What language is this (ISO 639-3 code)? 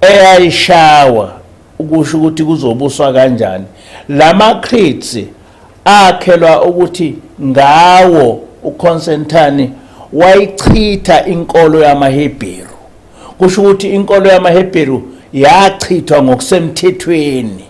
zul